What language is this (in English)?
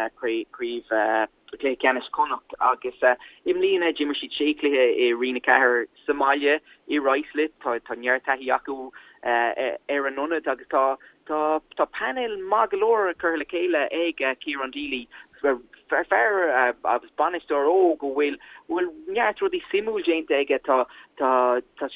Irish